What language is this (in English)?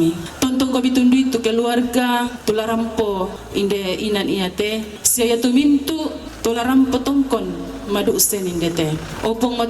Toraja-Sa'dan